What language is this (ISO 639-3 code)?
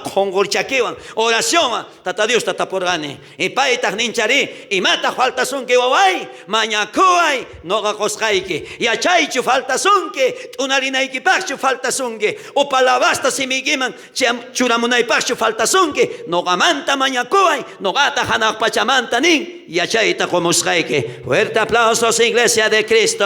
quh